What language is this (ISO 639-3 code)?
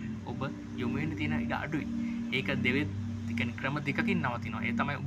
sin